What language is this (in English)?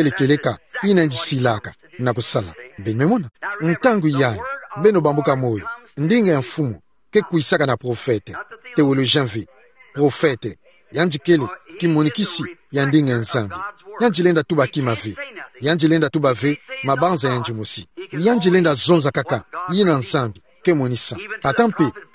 Kituba (Democratic Republic of Congo)